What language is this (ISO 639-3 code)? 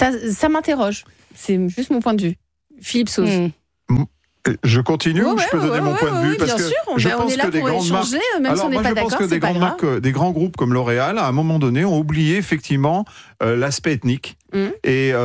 fra